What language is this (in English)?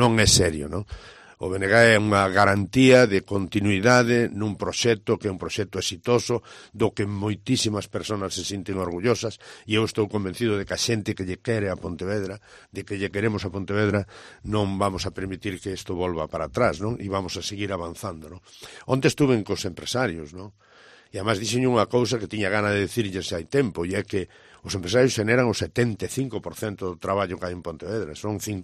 Galician